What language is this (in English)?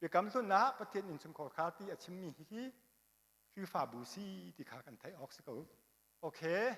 Hakha Chin